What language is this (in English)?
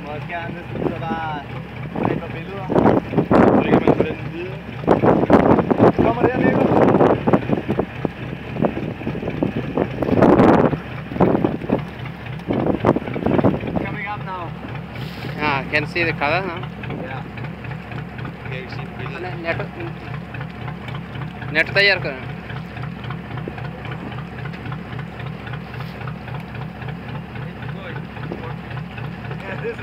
Danish